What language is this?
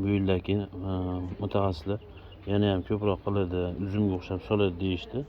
Uzbek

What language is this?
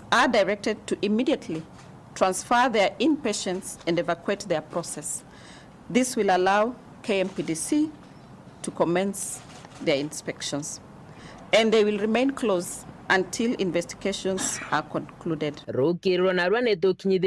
Meru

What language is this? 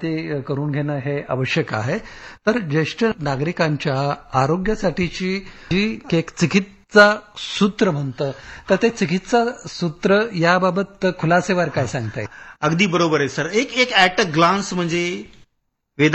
Marathi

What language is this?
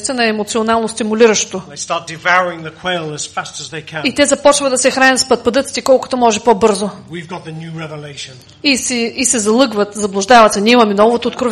Bulgarian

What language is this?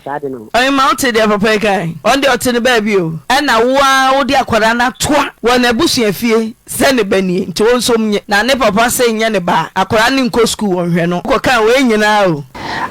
Akan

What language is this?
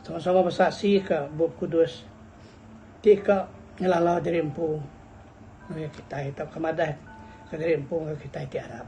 Iban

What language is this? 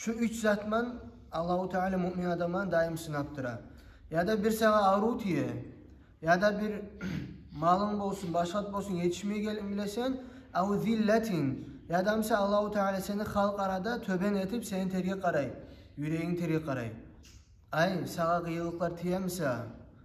Kumyk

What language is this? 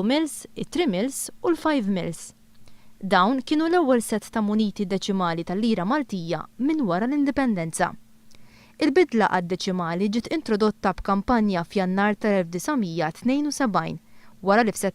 Maltese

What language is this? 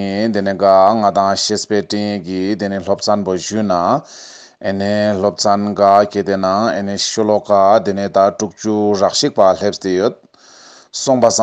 Ladakhi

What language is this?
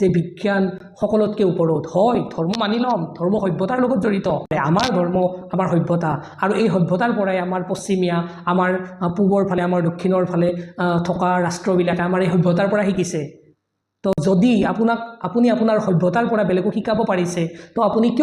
Assamese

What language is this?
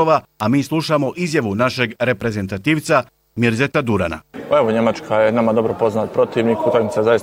Bosnian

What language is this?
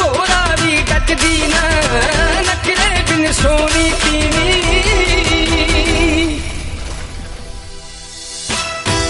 Punjabi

